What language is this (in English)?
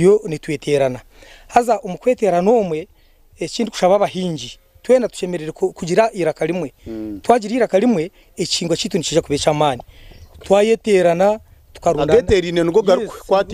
Nyankole